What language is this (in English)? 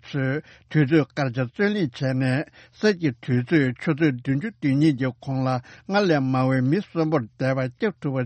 Tibetan